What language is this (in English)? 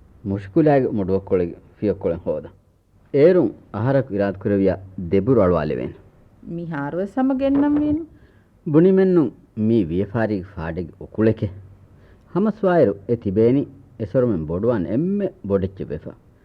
Divehi